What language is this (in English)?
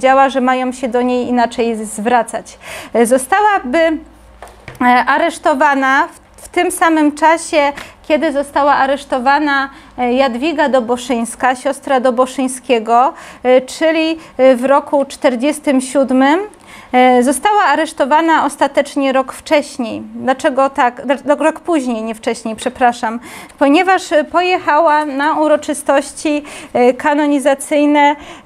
Polish